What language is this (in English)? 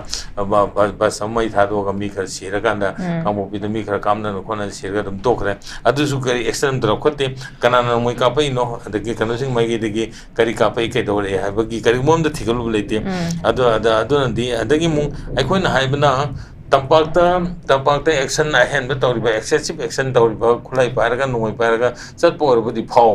Manipuri